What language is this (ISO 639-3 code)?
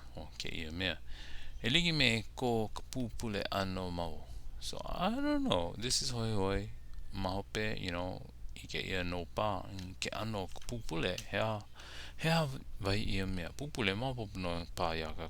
haw